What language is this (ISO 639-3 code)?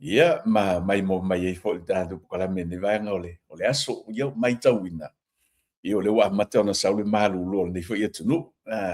smo